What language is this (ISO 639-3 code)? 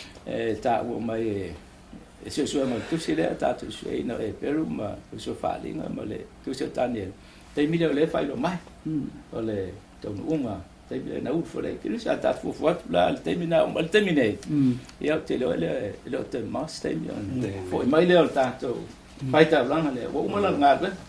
smo